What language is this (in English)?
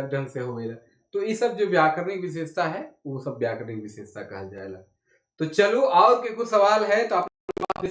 Sadri